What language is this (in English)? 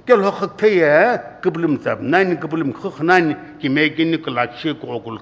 Sumi Naga